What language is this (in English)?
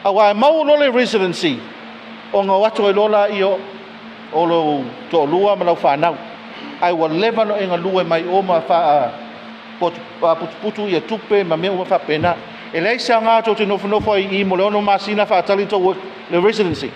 Samoan